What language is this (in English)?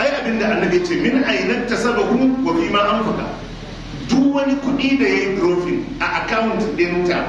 Hausa